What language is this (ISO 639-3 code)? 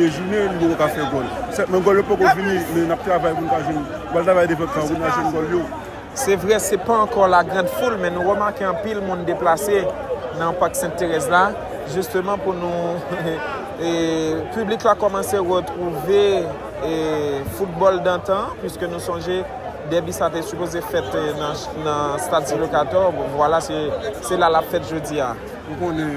hat